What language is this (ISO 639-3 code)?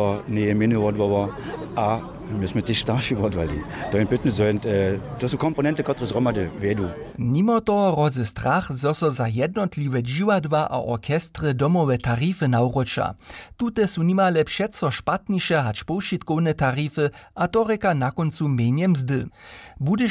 hsb